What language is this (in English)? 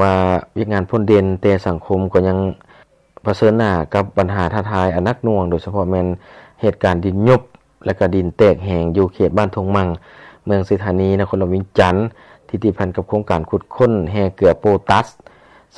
Lao